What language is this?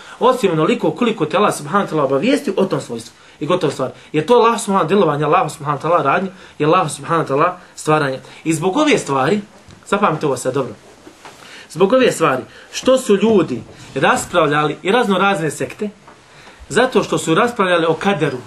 Bosnian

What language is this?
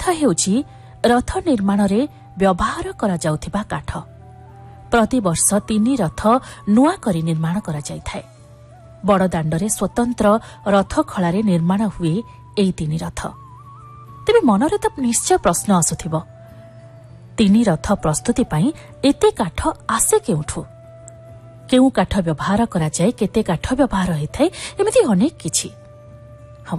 Odia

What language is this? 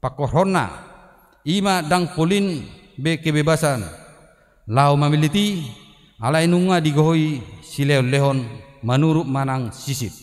Batak Toba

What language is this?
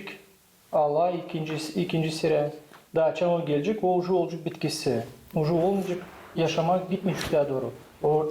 Gagauz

